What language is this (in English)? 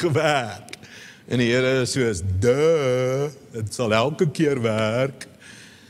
Afrikaans